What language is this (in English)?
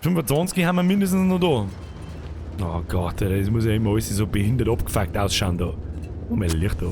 Bavarian